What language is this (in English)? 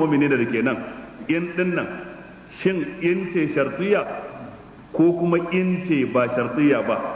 Hausa